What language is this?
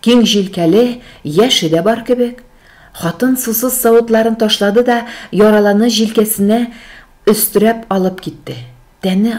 Tatar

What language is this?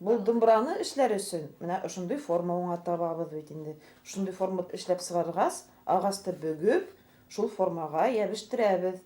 Bashkir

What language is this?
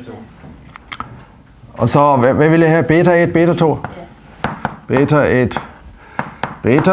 Danish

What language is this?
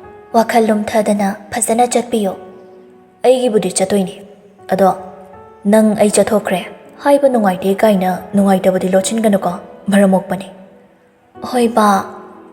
Manipuri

